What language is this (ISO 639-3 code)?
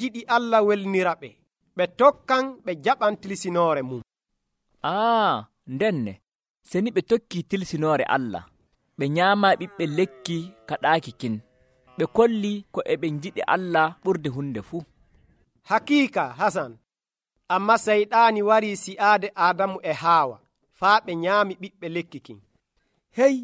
fuv